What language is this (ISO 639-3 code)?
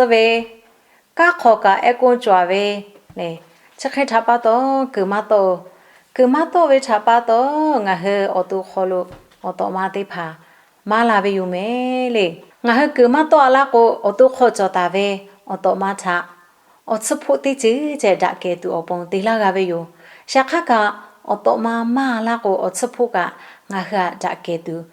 lhu